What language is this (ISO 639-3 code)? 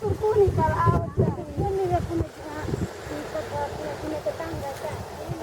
btx